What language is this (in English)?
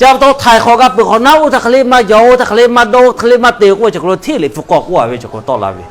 Lahu